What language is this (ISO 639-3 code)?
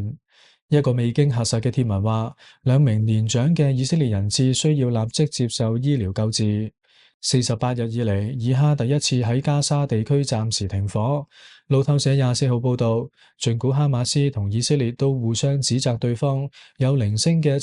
yue